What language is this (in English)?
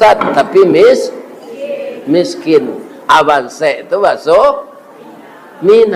Minangkabau